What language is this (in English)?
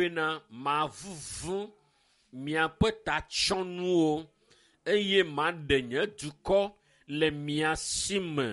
Ewe